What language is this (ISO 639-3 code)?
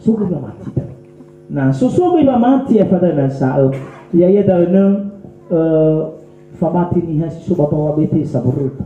nia